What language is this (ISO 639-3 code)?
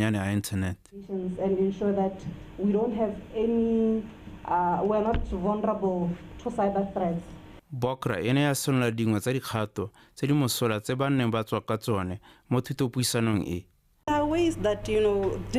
tsn